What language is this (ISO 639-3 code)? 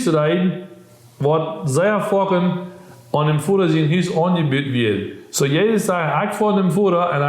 pdt